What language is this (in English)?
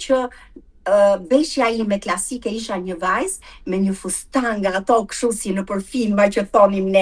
Albanian